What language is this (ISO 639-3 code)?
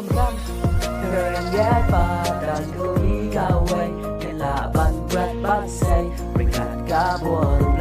kha